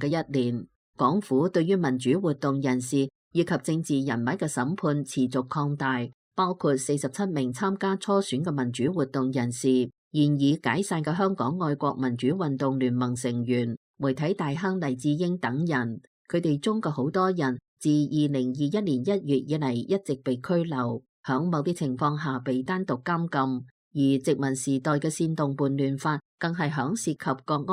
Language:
Cantonese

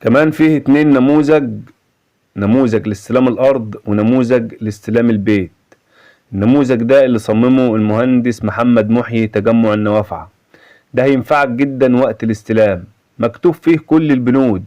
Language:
Egyptian Arabic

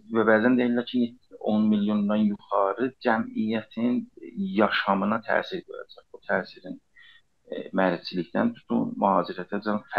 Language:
South Azerbaijani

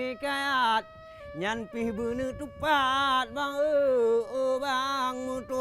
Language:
Achinese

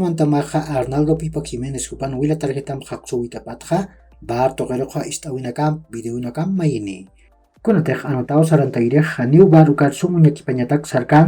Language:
Aymara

